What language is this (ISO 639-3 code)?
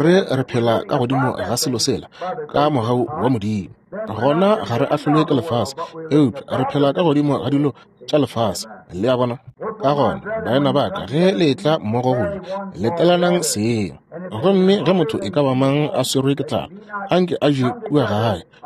nso